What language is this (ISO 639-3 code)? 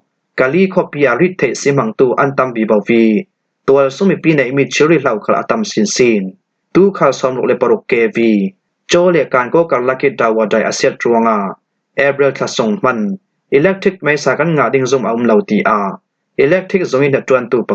cfm